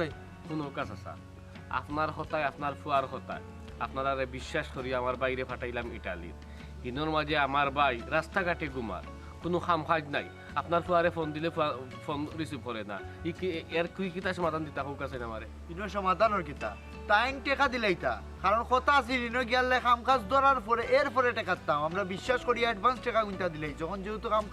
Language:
Sylheti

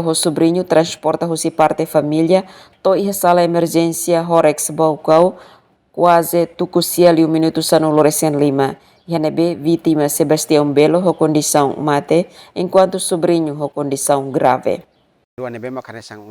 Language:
Tetum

